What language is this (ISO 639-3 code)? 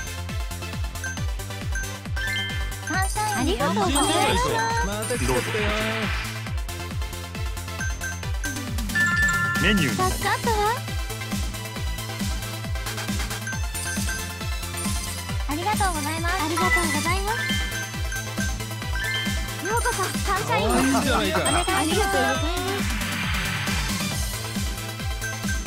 jpn